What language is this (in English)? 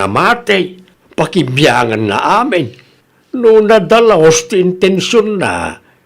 Iloko